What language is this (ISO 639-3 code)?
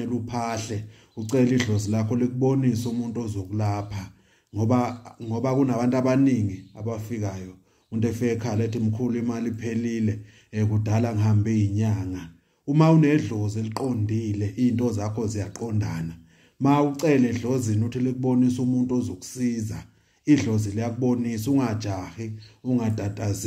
zul